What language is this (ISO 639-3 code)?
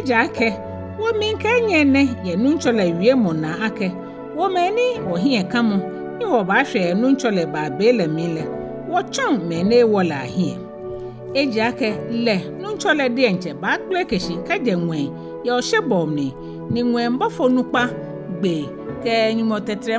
gaa